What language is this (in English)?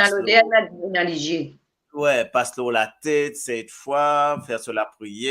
Morisyen